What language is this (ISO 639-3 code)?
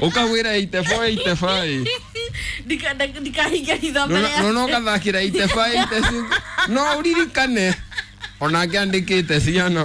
kik